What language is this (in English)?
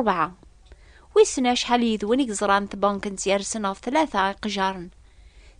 Kabyle